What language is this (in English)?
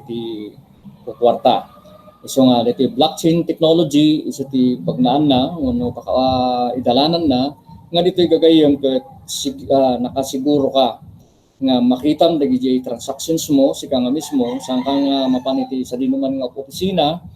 Iloko